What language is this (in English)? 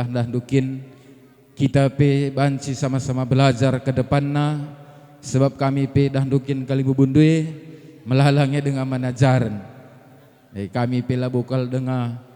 Batak Karo